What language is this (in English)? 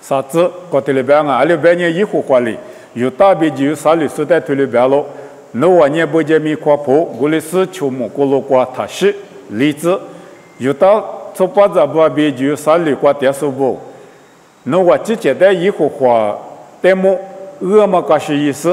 Lisu